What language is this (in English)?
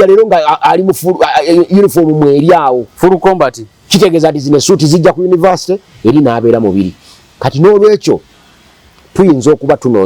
Ganda